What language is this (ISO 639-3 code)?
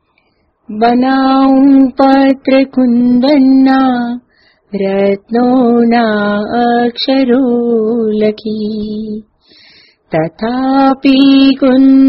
guj